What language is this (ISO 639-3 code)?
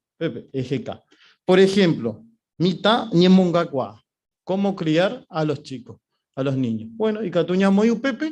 grn